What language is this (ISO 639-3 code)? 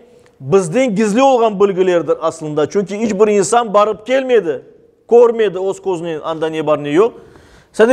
crh